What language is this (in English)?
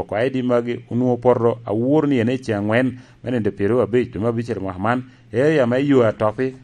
Lango (Uganda)